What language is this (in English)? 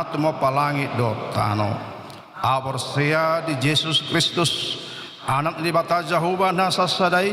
Batak Toba